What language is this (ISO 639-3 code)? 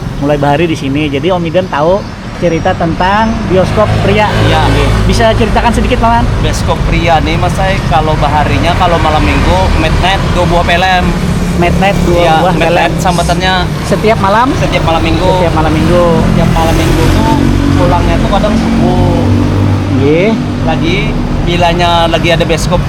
bjn